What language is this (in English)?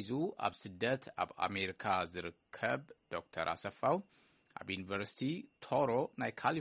Tigrinya